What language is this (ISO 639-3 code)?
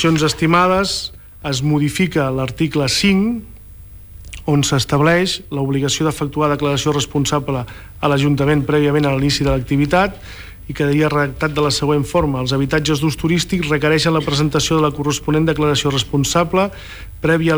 cat